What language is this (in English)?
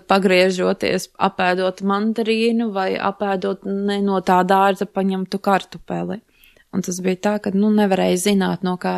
Latvian